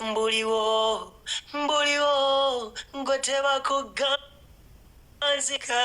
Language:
Ganda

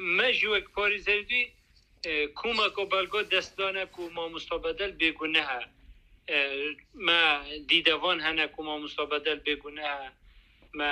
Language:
Kurdish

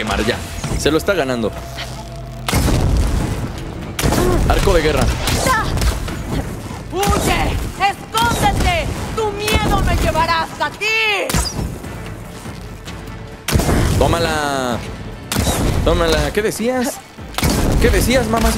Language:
Spanish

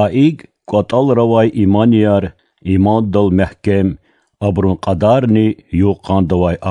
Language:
Lezghian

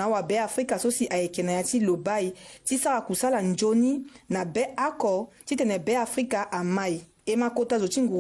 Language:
Sango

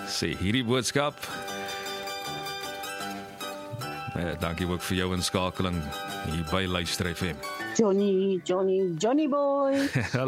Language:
Afrikaans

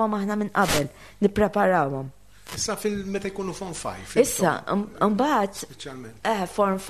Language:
Maltese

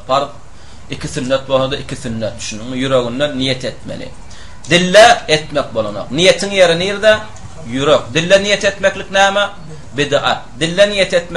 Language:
Turkmen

